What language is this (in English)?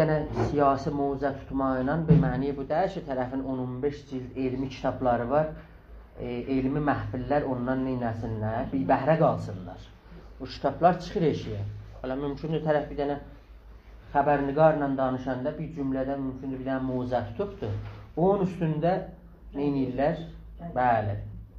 South Azerbaijani